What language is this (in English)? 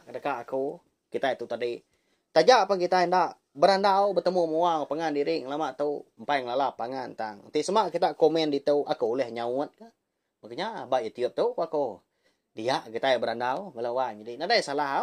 Iban